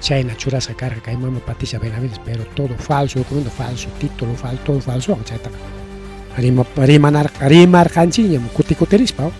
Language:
Ayacucho Quechua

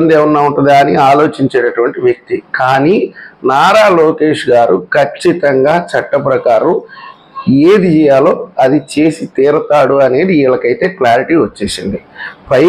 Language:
Telugu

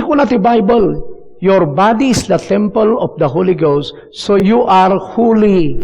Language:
Iloko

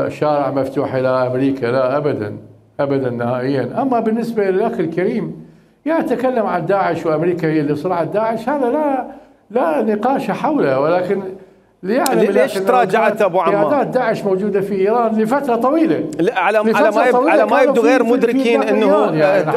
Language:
Mesopotamian Arabic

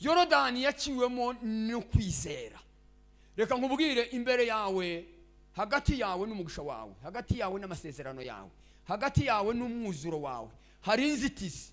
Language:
Kinyarwanda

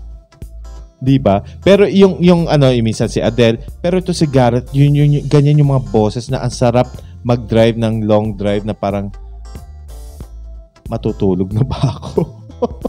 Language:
Filipino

